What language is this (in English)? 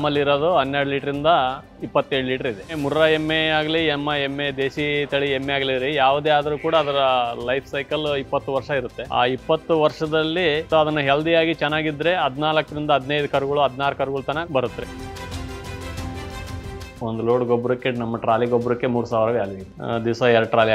Kannada